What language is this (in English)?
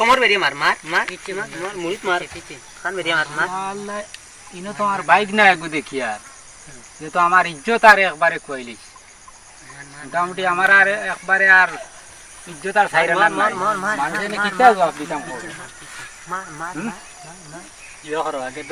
Sylheti